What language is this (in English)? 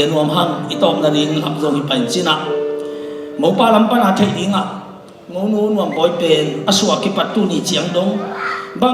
Tedim Chin